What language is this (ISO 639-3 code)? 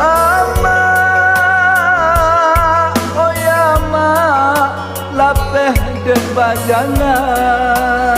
min